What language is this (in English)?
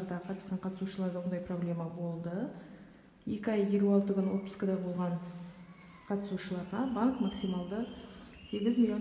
Kazakh